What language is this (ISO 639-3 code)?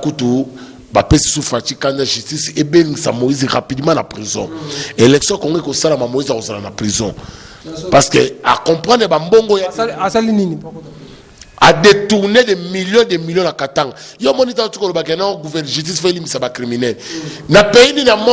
lin